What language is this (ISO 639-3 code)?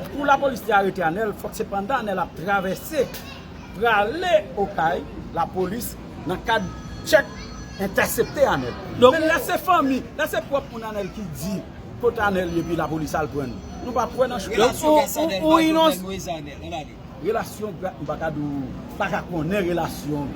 hat